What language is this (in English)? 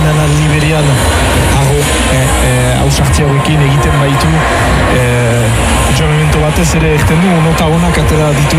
Basque